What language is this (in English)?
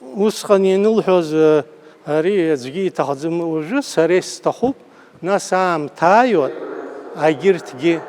Abkhazian